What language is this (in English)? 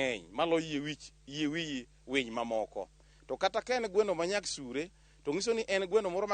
Luo (Kenya and Tanzania)